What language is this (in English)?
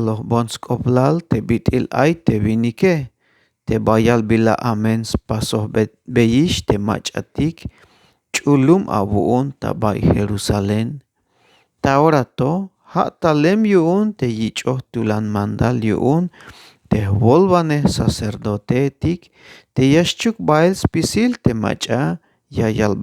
Tzeltal